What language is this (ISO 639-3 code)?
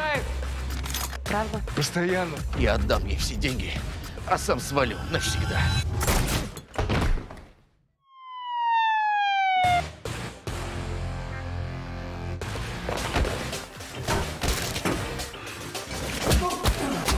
rus